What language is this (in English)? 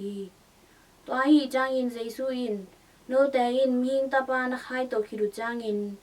Tedim Chin